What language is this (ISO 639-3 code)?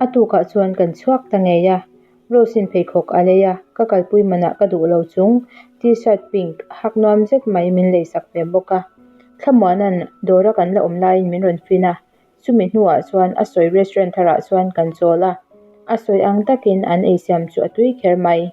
lus